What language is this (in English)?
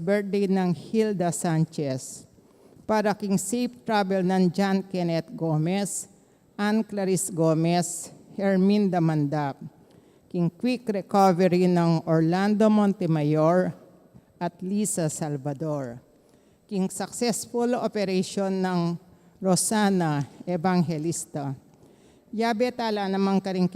Pampanga